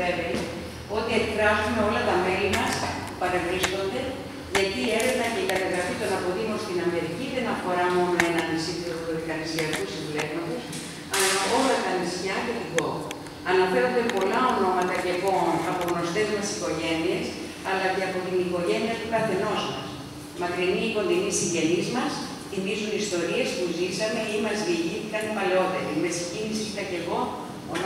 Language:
Greek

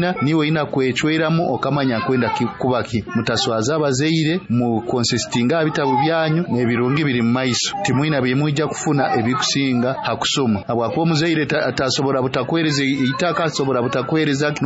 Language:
Nyoro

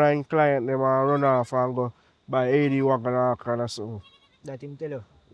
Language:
Jamaican Creole English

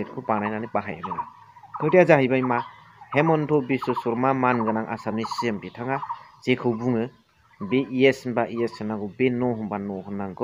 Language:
Bodo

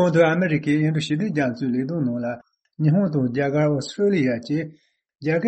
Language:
Tibetan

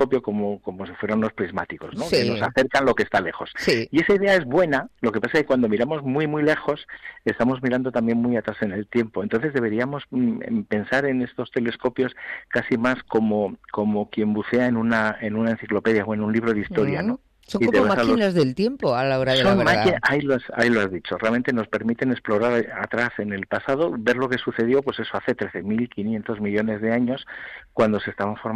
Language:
Spanish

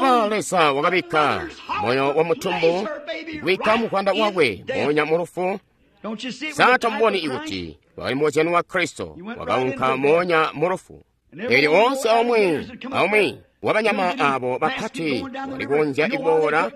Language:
Tonga (Zambia)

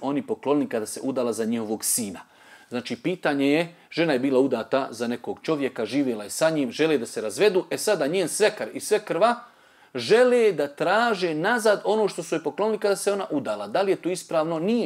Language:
Bosnian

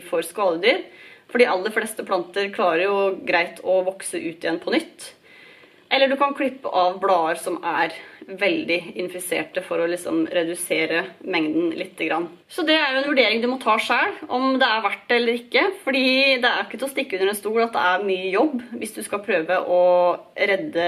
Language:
Norwegian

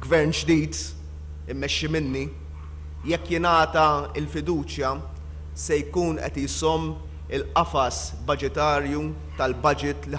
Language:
Maltese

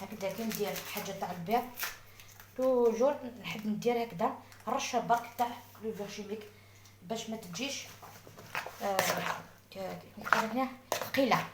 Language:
Algerian Arabic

